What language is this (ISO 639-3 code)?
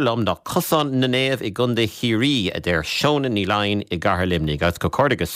gle